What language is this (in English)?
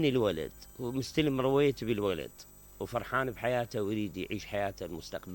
Mesopotamian Arabic